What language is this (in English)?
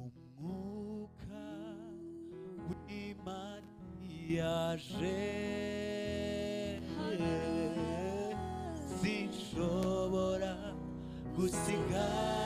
Kinyarwanda